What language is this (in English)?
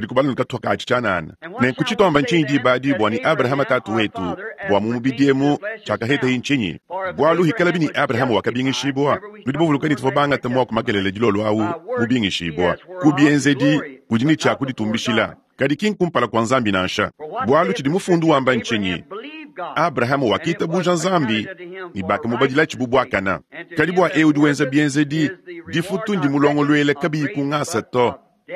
Luba-Lulua